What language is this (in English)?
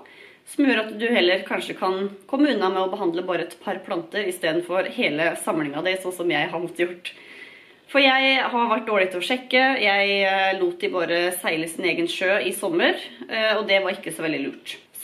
Norwegian